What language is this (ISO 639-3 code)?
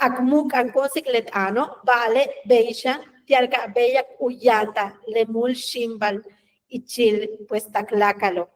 yua